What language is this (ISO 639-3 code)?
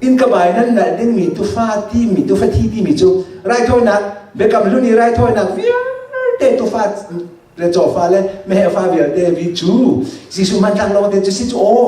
cnh